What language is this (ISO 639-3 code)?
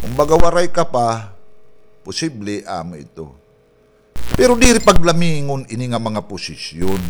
war